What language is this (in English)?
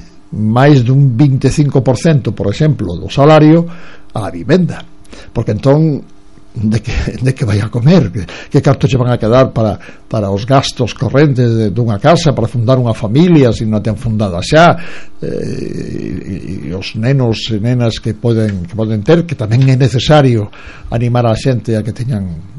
Galician